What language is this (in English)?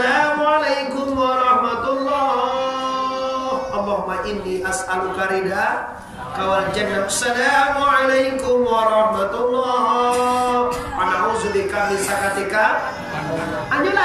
Minangkabau